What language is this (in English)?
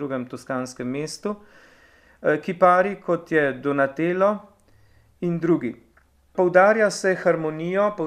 Slovenian